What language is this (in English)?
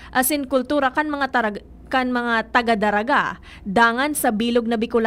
Bikol